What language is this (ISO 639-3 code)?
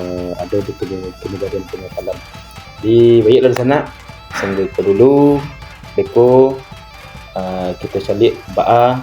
min